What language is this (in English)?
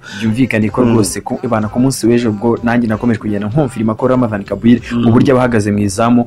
Kinyarwanda